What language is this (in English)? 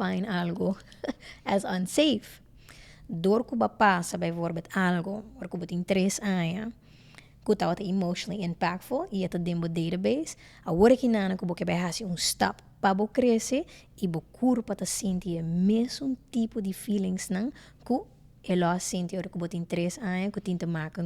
Papiamento